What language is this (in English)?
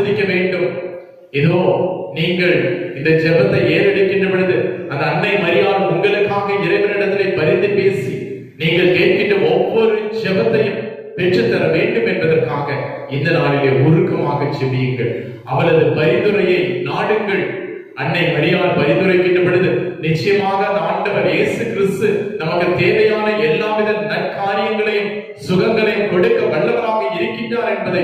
Tamil